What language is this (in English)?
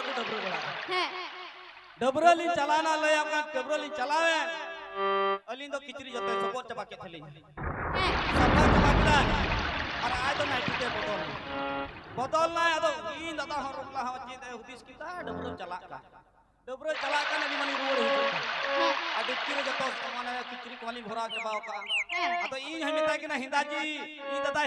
Santali